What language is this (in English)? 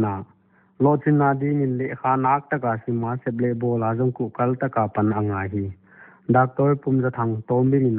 Paite Chin